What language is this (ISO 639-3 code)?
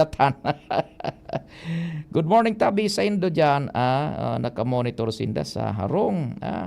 bik